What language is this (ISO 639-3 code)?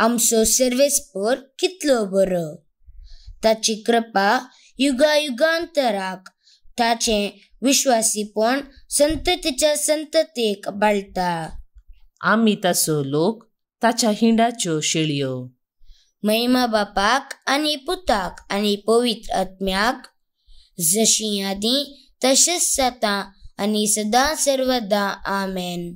kok